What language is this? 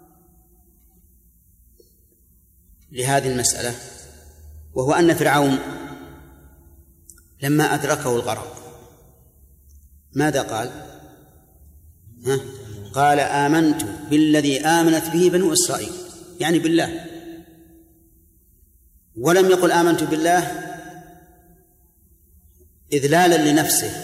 Arabic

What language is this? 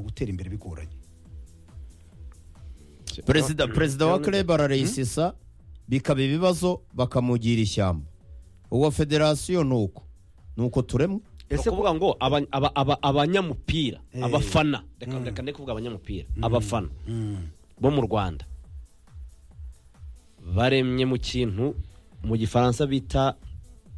Kinyarwanda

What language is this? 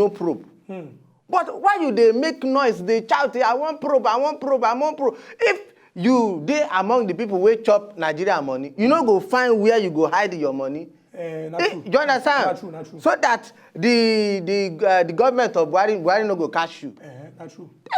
Nigerian Pidgin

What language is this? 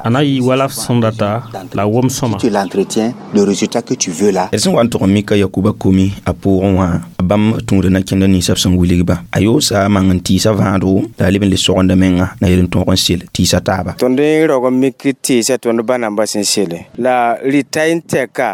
Mossi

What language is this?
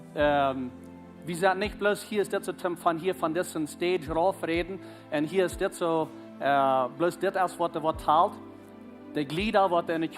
Plautdietsch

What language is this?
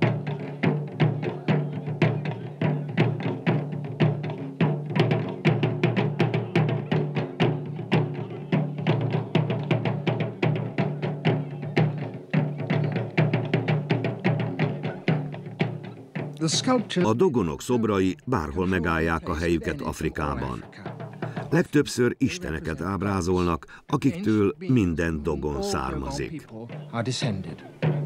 Hungarian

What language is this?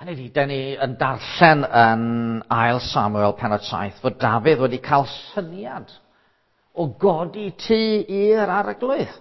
Welsh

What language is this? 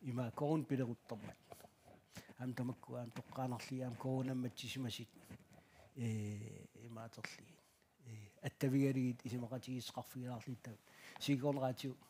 Kalaallisut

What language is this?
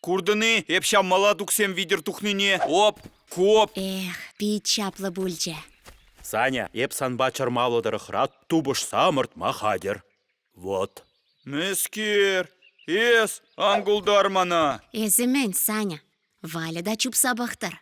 Chuvash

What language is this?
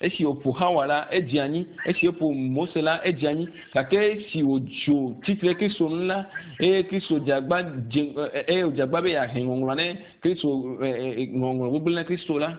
Ewe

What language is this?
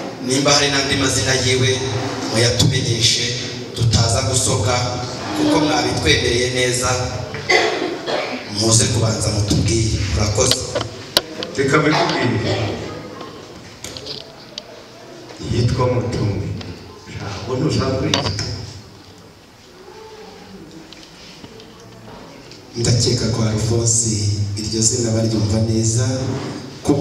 Kinyarwanda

